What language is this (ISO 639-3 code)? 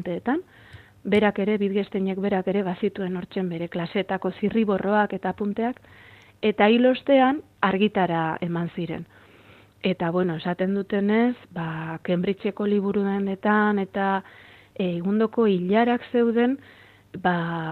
eus